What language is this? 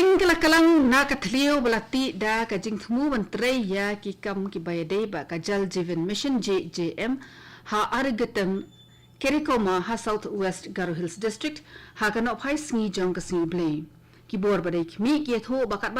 Khasi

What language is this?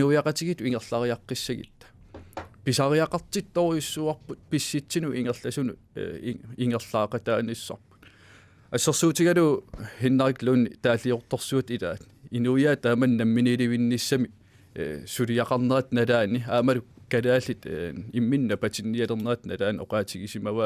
Kalaallisut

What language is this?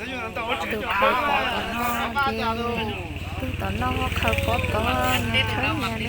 Hmong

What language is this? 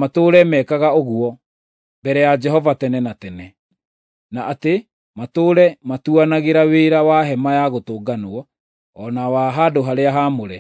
Kikuyu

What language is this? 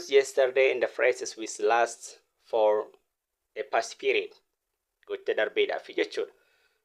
Oromo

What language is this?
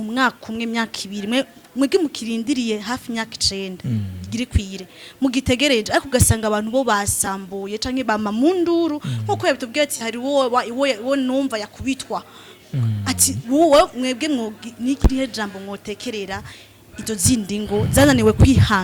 Rundi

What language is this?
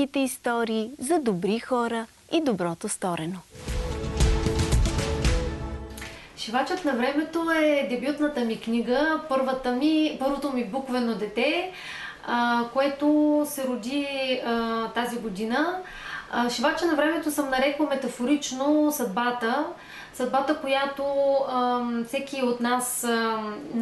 Bulgarian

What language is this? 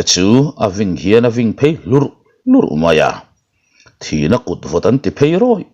Mizo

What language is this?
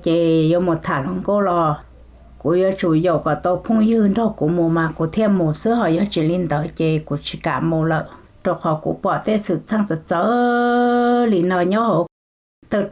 Hmong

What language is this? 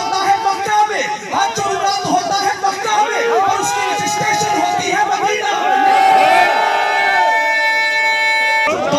Urdu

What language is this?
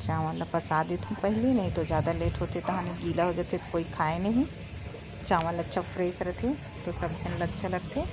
Chhattisgarhi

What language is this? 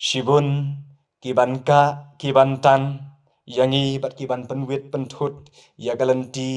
Khasi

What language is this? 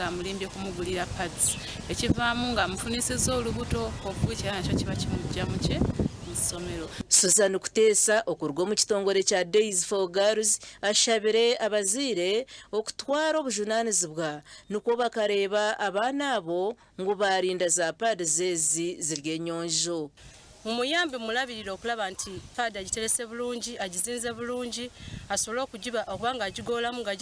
Nyankole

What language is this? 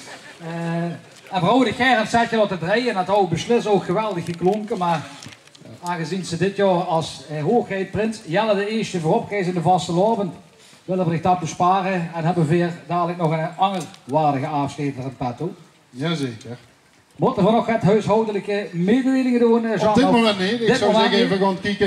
Limburgish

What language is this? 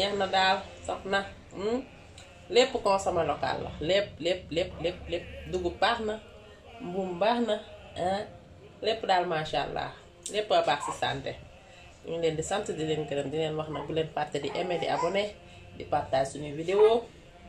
Wolof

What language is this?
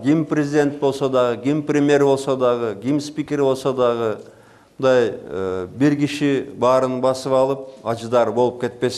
Kyrgyz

